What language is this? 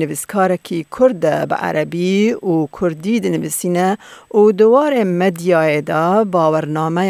Kurdish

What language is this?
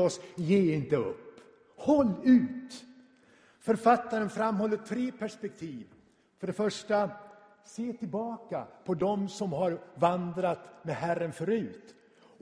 Swedish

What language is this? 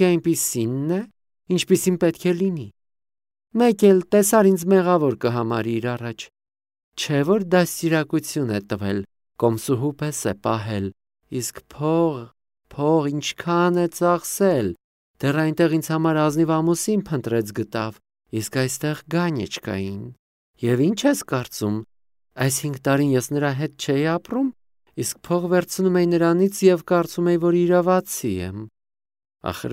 Armenian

